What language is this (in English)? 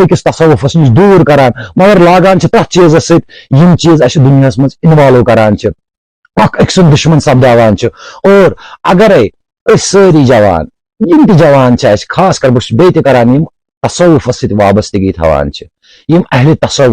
Kashmiri